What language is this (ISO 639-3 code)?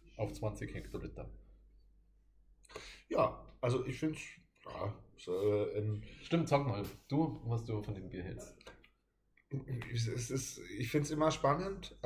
deu